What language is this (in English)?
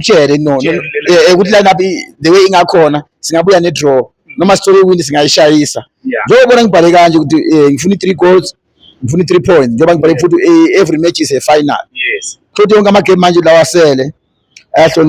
Zulu